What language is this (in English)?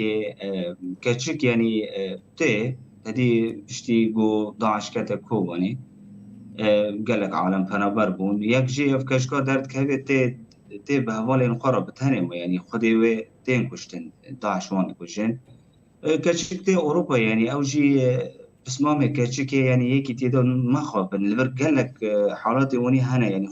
Kurdish